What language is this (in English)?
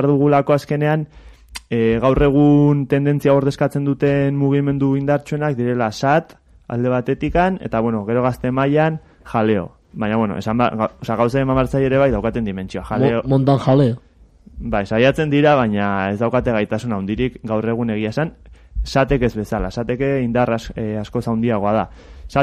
Basque